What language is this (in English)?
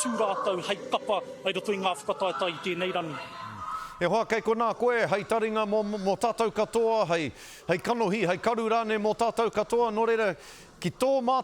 Māori